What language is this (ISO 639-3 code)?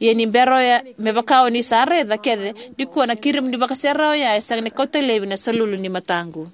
fij